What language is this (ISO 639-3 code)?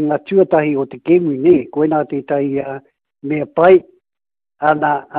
mri